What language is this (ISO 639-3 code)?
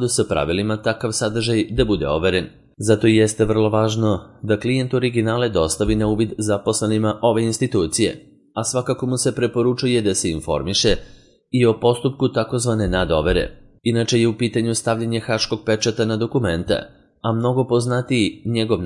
srp